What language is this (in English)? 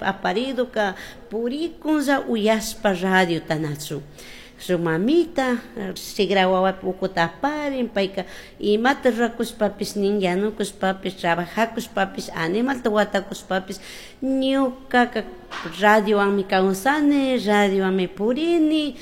Chimborazo Highland Quichua